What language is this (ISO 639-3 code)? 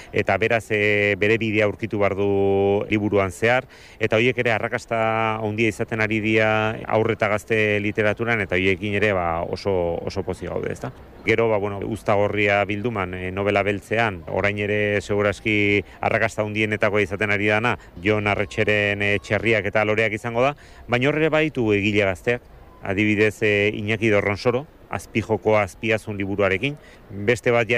eus